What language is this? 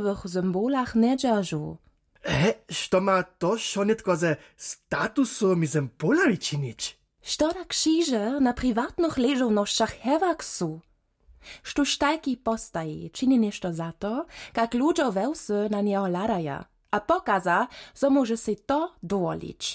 Upper Sorbian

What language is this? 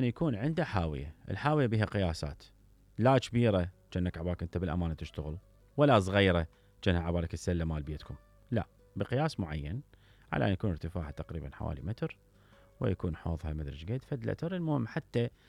Mesopotamian Arabic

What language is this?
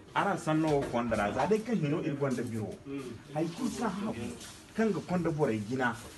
Zarma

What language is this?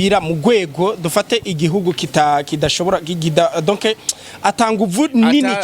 Rundi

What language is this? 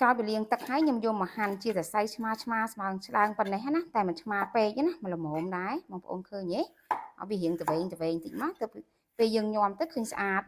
Khmer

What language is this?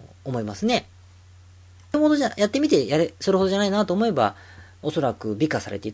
Japanese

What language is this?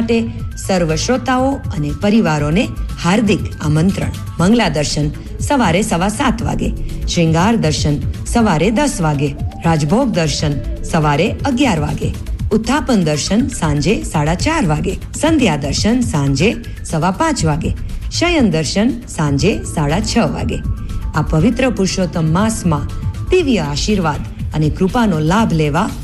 Gujarati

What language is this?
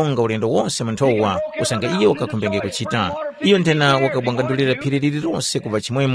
Tumbuka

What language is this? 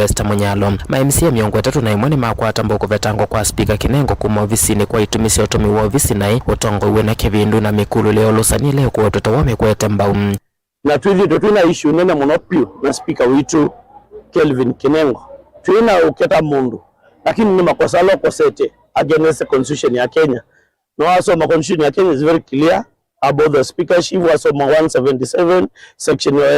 Kamba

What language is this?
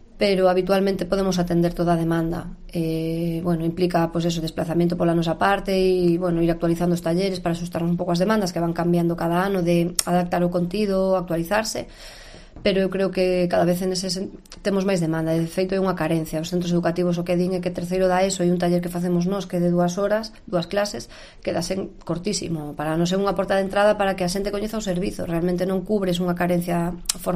Galician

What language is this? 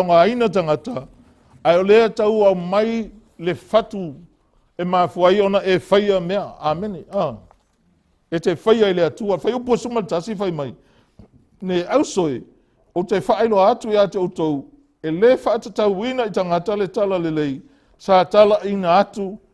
Samoan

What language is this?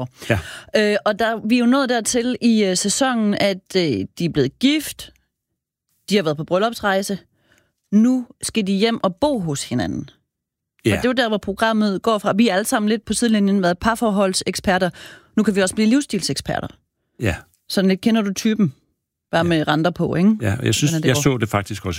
Danish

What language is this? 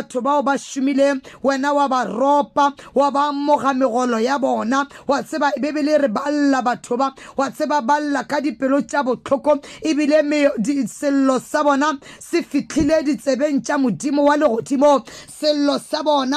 Northern Sotho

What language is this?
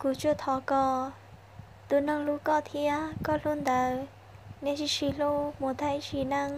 Hmong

